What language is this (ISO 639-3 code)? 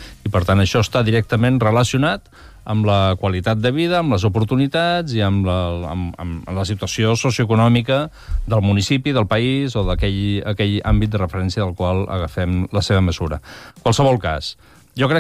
cat